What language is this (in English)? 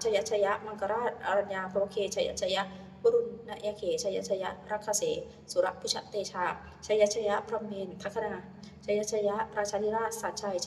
Pali